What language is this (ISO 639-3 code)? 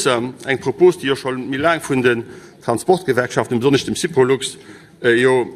ltz